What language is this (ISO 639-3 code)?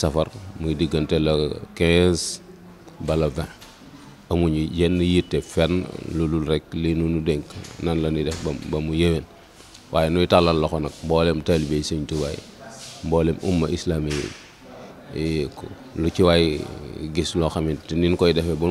wol